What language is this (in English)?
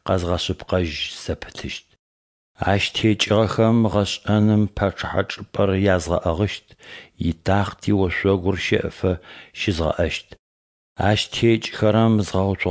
Adyghe